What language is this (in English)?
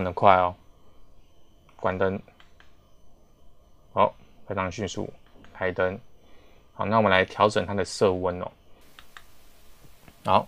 Chinese